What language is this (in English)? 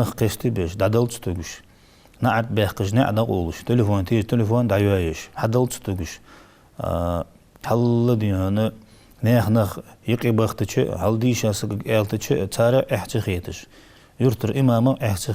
Ingush